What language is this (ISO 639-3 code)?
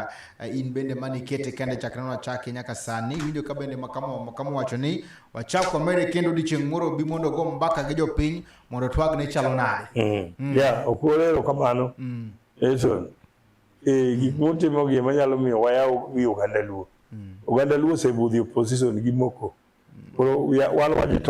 luo